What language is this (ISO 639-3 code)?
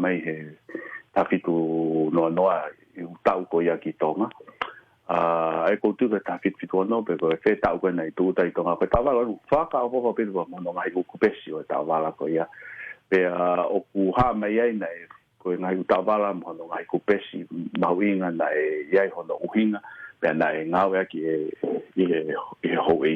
ton